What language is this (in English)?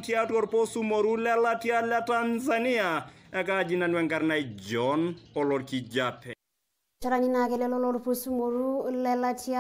Masai